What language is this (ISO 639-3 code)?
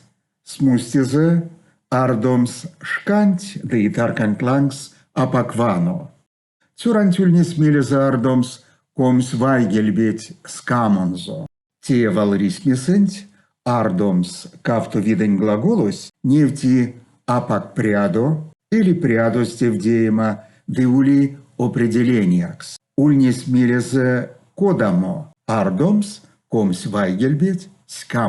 myv